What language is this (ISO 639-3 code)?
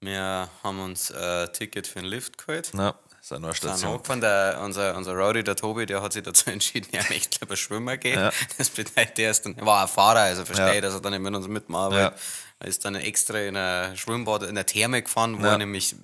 bar